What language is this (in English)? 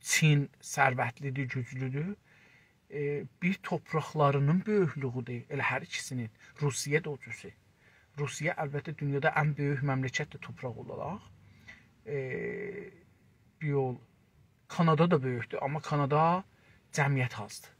South Azerbaijani